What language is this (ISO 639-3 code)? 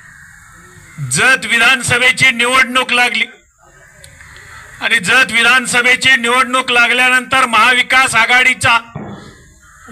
mar